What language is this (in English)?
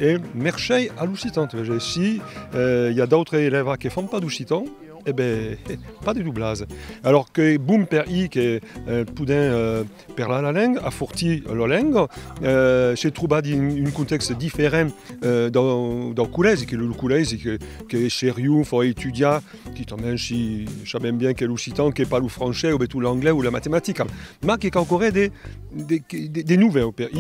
Occitan